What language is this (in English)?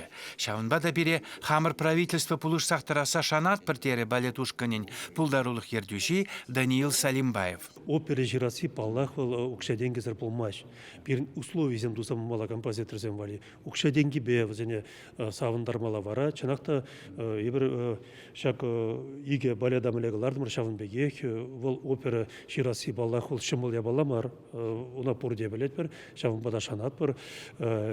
Chuvash